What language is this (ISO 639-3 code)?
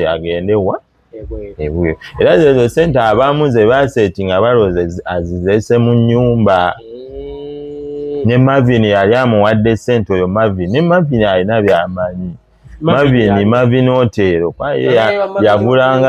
lug